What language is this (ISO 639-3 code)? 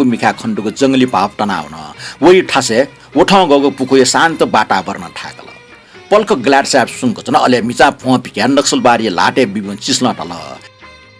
new